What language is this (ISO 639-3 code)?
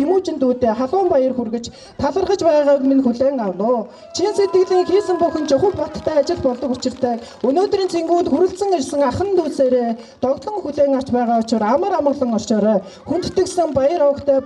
mon